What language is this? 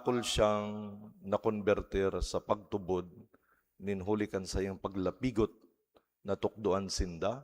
Bikol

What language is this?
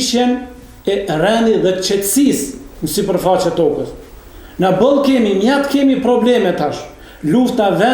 Albanian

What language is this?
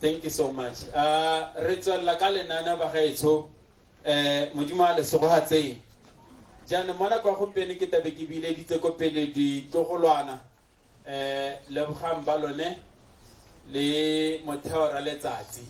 Tswana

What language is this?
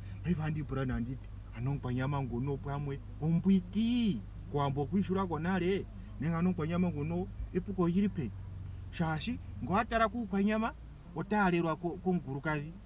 Ndonga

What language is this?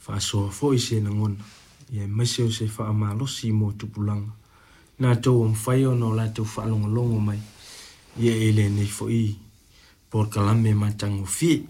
Samoan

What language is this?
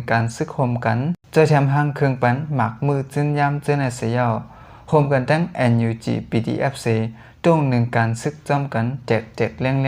Shan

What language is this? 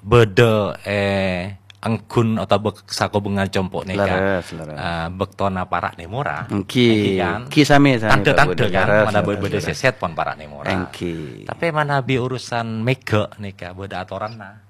Madurese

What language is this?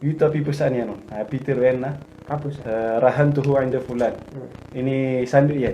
Maranao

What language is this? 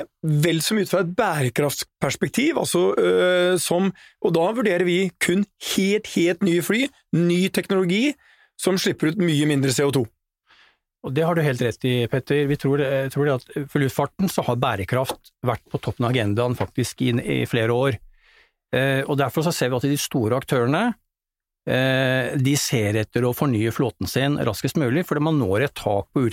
Norwegian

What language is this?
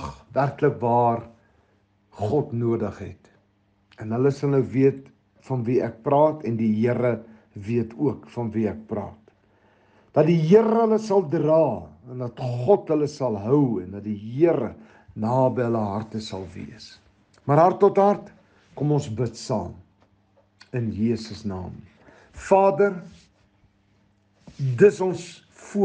Afrikaans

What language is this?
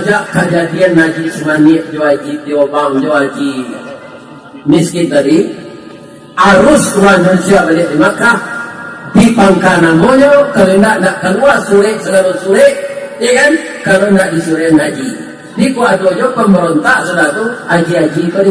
Minangkabau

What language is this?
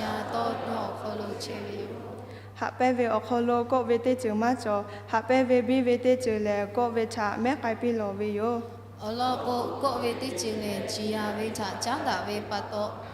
Lahu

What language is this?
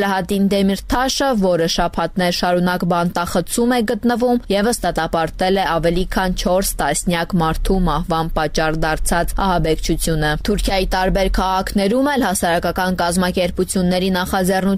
Armenian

